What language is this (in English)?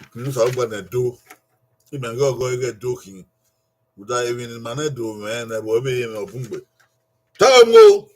Bini